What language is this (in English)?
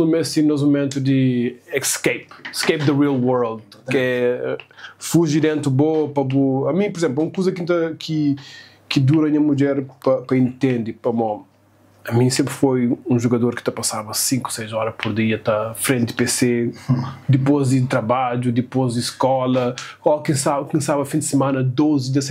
Kabuverdianu